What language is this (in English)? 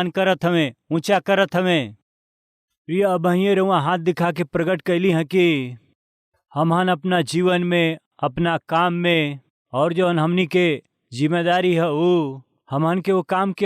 Bhojpuri